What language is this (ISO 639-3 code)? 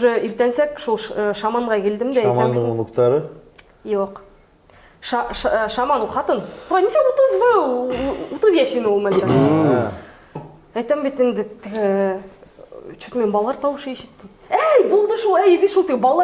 bak